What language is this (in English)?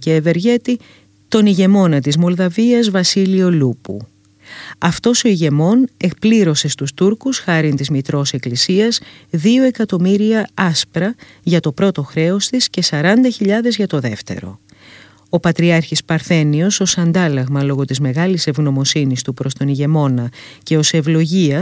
Greek